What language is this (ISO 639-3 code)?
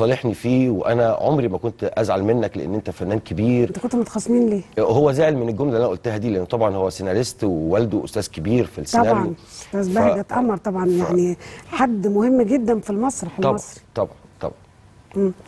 arz